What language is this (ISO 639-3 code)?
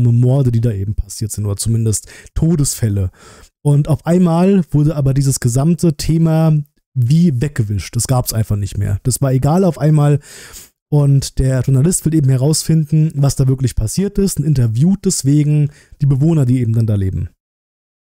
deu